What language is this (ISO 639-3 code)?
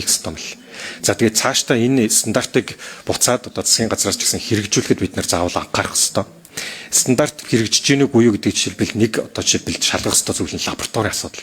mon